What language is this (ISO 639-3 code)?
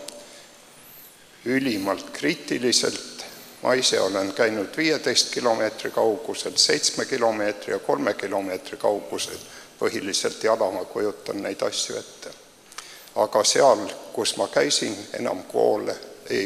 est